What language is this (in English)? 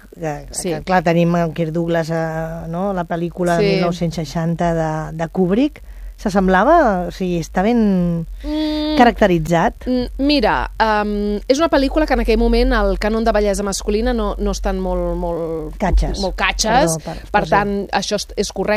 Catalan